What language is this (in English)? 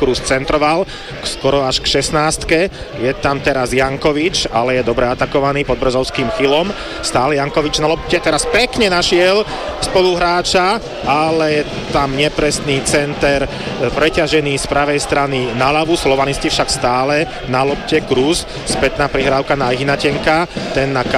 Slovak